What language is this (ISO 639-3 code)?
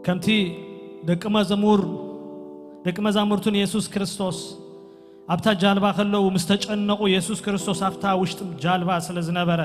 tir